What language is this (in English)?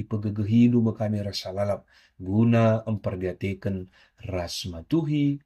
Batak Karo